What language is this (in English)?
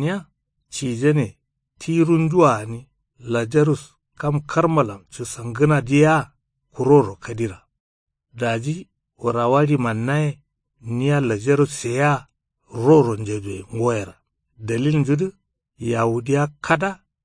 Kanuri